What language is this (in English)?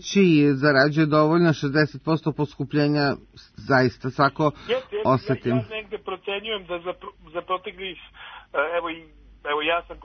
Serbian